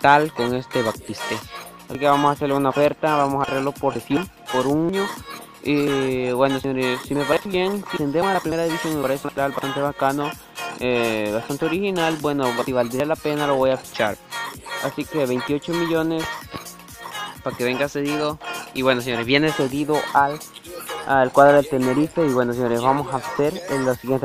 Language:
Spanish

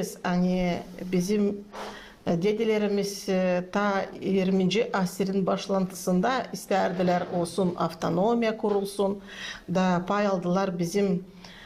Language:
Gagauz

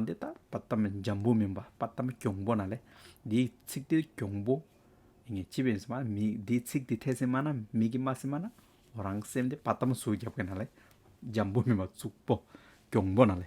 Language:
Hyolmo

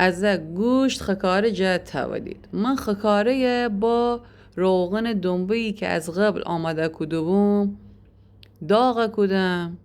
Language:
Gilaki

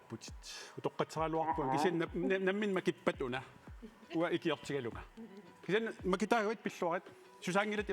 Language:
Kalaallisut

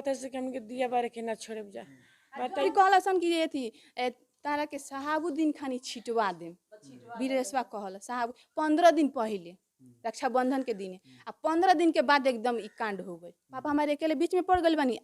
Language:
Bhojpuri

